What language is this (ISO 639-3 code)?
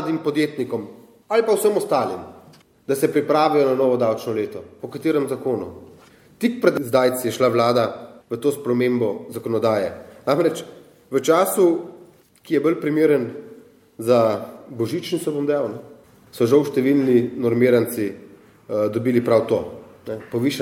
slv